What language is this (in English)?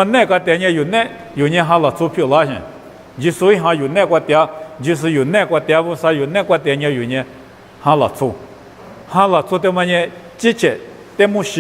Lisu